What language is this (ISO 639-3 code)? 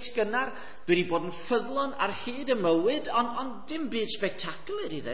cym